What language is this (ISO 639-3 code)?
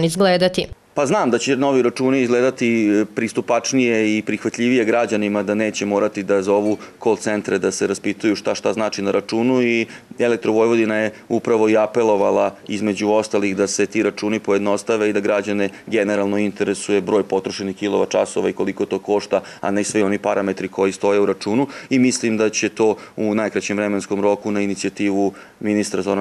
srp